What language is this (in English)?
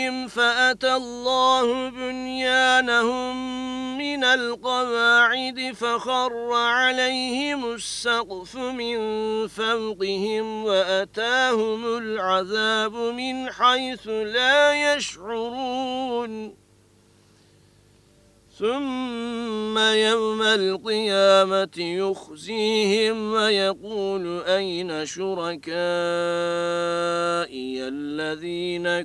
Arabic